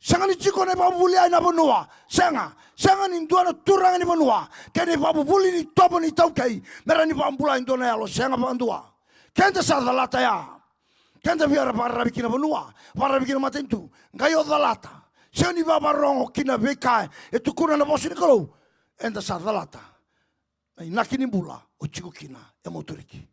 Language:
Fijian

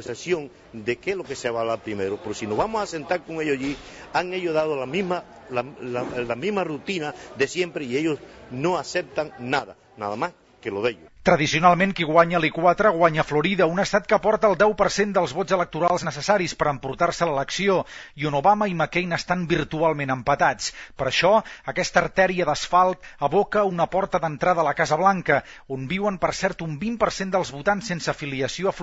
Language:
Catalan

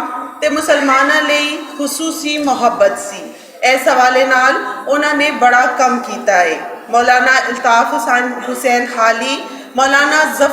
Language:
Western Panjabi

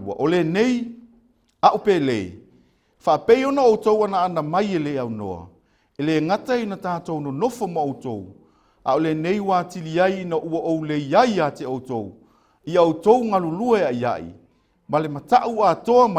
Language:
Samoan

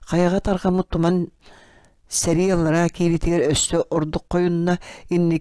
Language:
Yakut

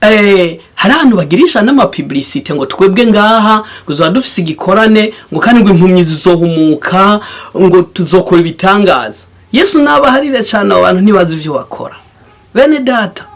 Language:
Rundi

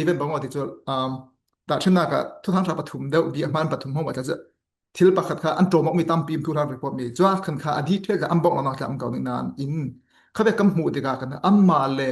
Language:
Falam Chin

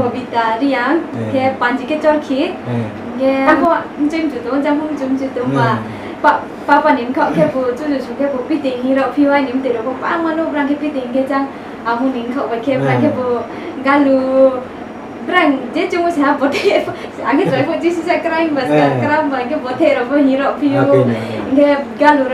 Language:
Riang (India)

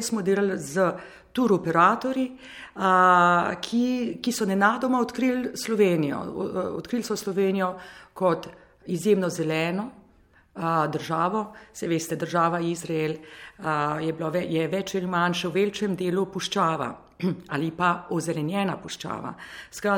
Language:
Slovenian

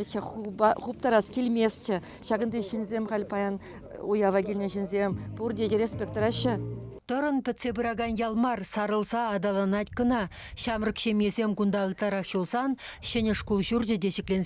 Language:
Chuvash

